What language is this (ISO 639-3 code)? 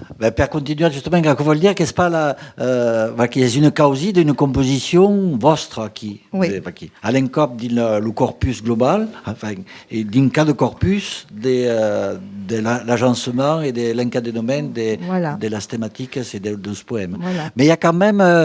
oci